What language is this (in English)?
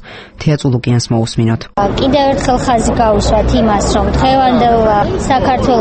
Georgian